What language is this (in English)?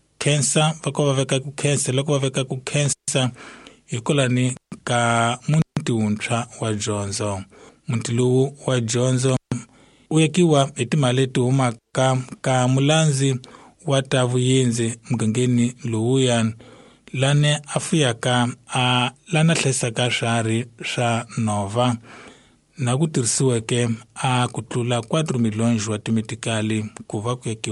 Tsonga